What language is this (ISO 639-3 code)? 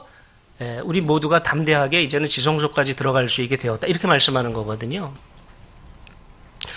kor